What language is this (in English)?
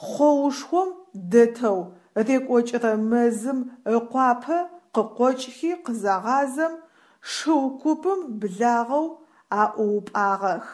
Adyghe